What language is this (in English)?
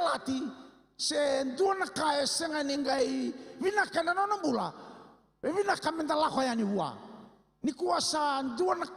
Fijian